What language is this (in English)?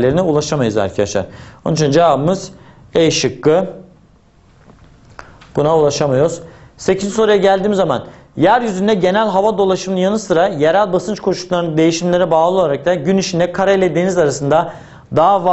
Turkish